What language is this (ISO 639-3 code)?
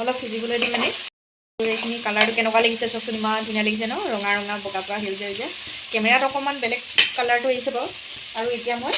asm